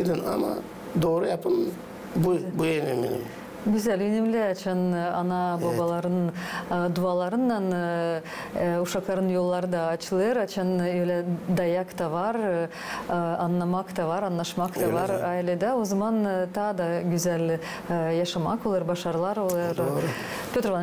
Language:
Gagauz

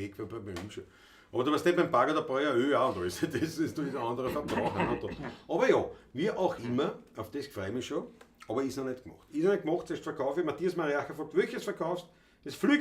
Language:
Bavarian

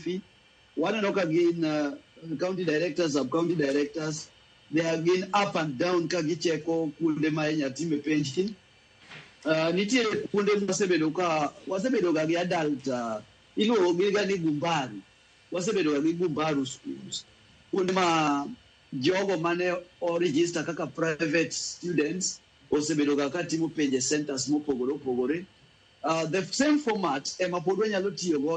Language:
Luo (Kenya and Tanzania)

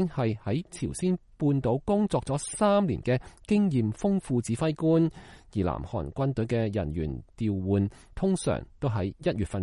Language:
Cantonese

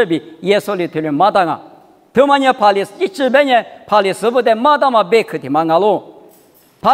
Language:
Lisu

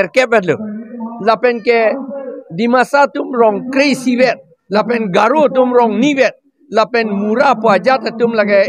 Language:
Karbi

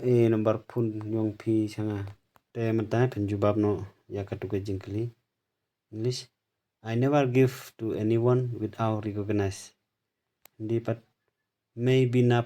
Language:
Khasi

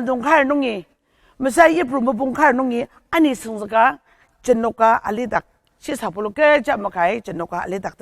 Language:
Ao Naga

